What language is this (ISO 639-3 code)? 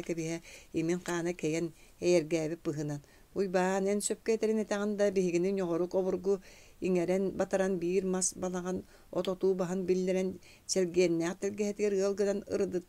sah